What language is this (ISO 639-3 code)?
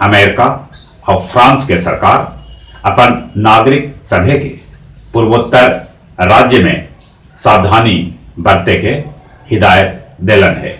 mag